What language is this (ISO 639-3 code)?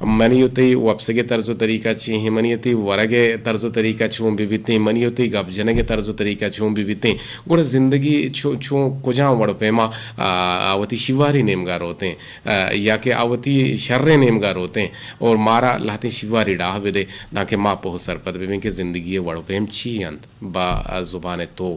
bgp